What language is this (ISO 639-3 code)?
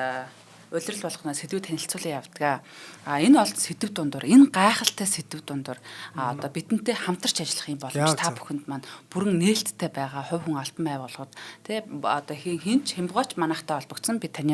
mon